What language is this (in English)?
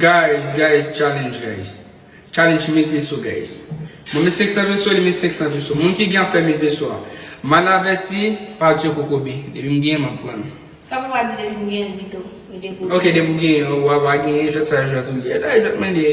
Haitian Creole